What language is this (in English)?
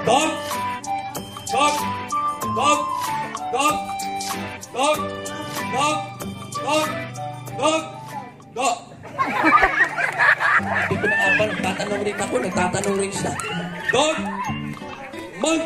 Filipino